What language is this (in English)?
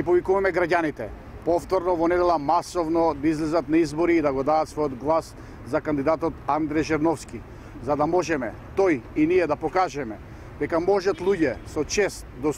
Macedonian